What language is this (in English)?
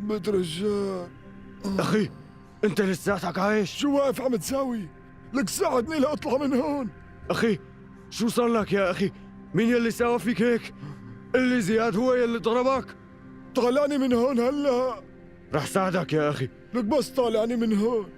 North Levantine Arabic